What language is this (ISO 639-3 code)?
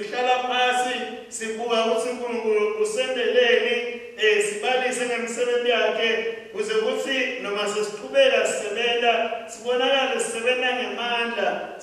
ssw